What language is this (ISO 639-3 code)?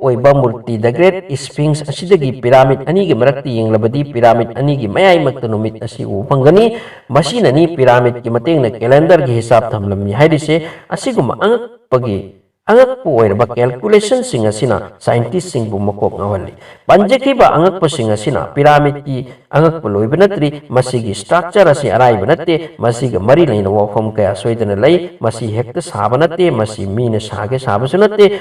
mni